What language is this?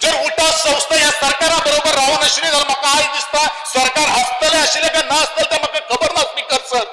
Konkani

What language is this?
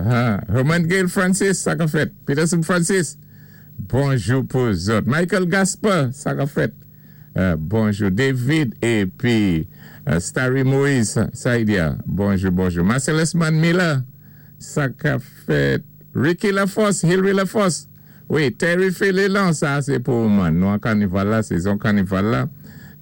Saint Lucian Creole French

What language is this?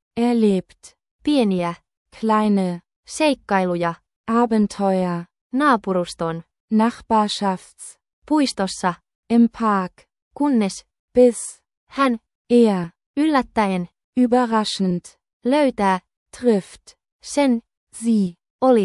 Finnish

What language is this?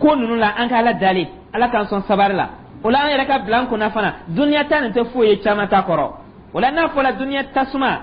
Dyula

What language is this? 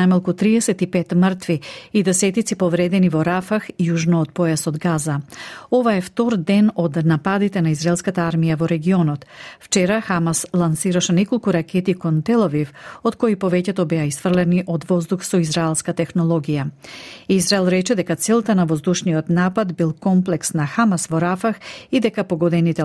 Macedonian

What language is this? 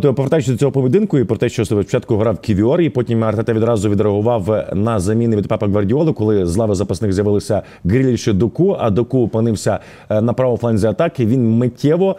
Ukrainian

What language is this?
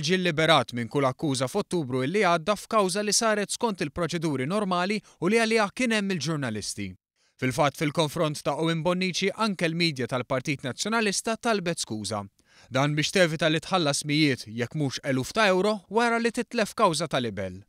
Maltese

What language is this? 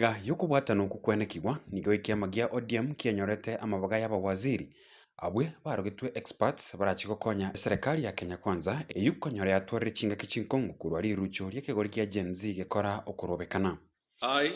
Gusii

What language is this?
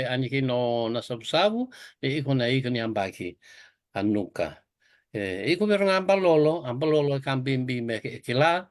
Fijian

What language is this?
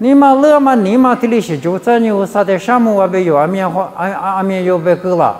Lisu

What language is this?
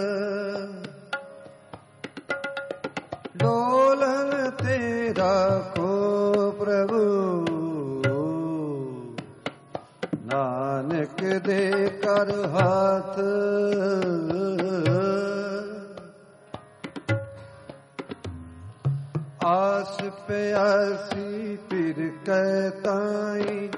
Punjabi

